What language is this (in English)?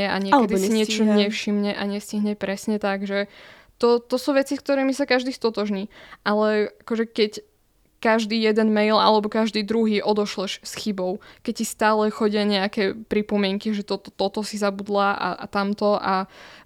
Slovak